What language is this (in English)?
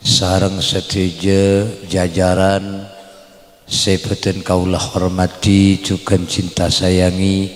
Madurese